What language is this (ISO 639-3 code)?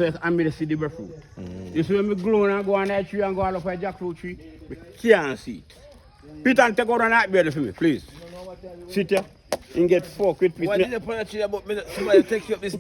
jam